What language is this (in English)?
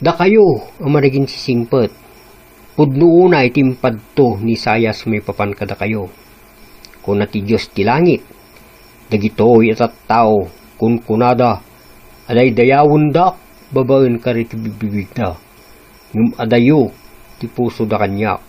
Iloko